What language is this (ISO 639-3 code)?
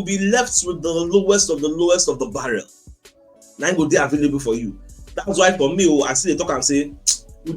pcm